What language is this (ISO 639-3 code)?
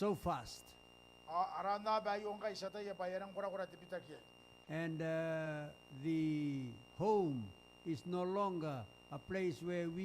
gil